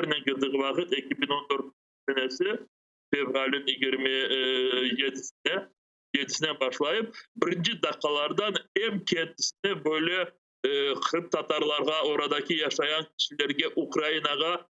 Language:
Crimean Tatar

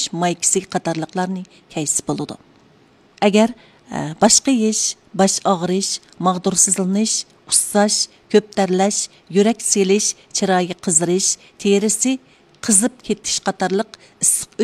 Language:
Uyghur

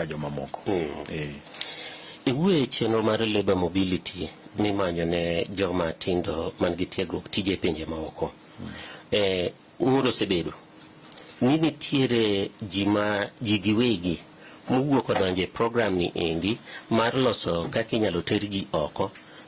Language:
Luo (Kenya and Tanzania)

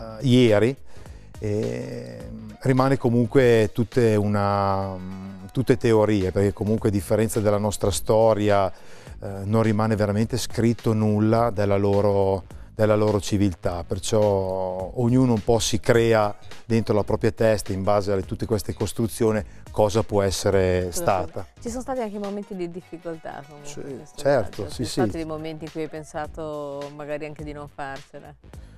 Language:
Italian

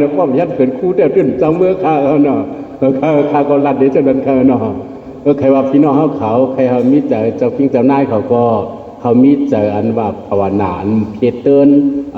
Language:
Shan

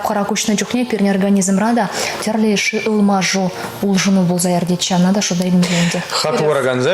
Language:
Chuvash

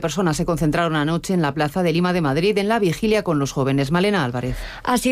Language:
Spanish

